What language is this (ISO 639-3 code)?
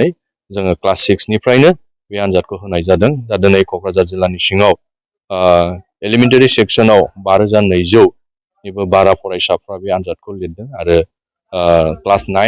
brx